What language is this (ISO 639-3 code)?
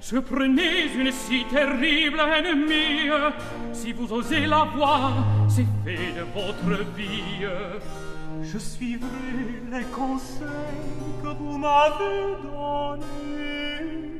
fra